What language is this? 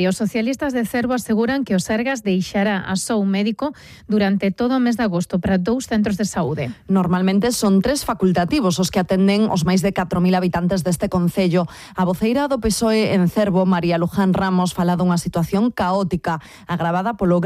Galician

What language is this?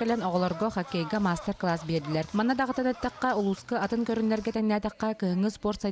Yakut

